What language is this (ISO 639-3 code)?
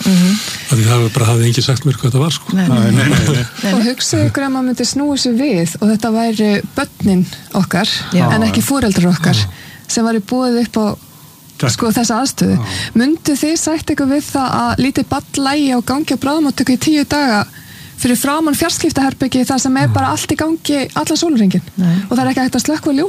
isl